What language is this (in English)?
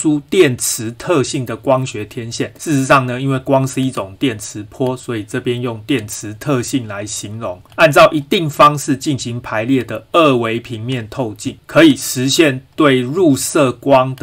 Chinese